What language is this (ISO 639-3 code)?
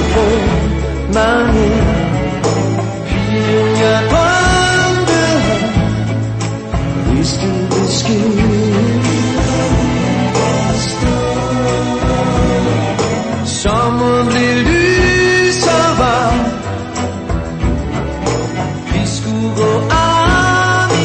dan